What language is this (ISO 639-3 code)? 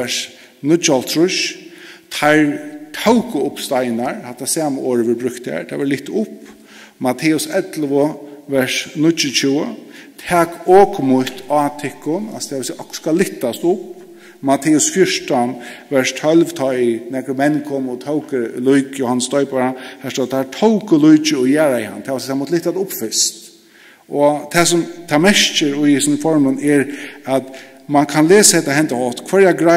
fao